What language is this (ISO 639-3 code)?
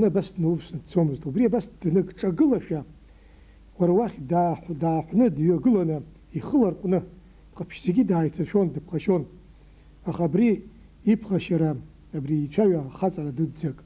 abk